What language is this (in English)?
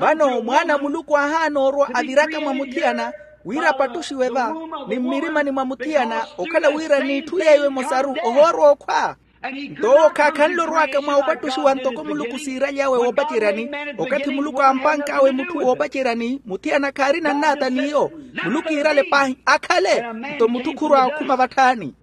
Makhuwa